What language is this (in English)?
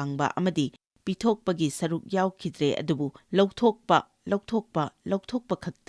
Manipuri